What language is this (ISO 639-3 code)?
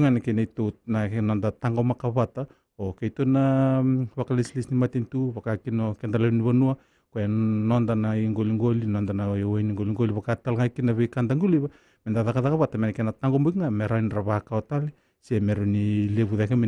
fij